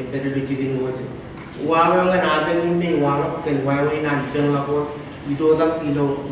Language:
Marshallese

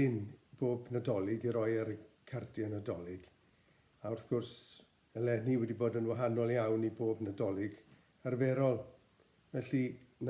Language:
Welsh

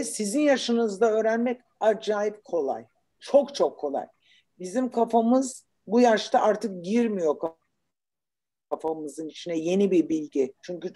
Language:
Turkish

